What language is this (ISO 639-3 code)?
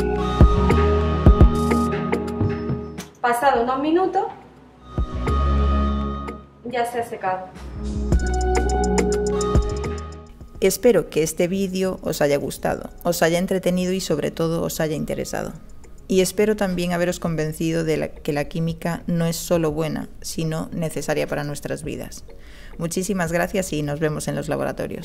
spa